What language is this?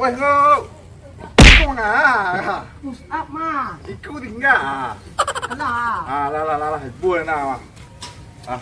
Minangkabau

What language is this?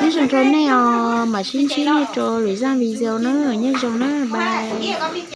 Hmong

